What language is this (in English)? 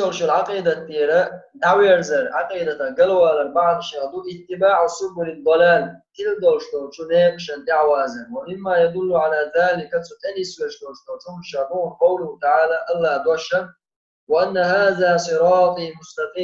Chechen